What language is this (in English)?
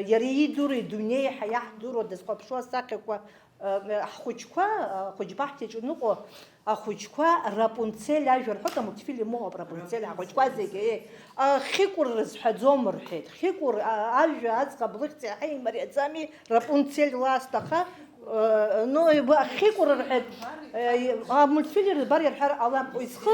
Abkhazian